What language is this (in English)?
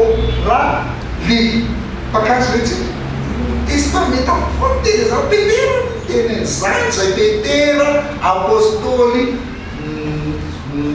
Malagasy